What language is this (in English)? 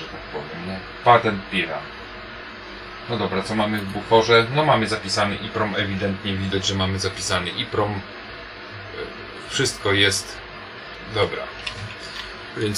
Polish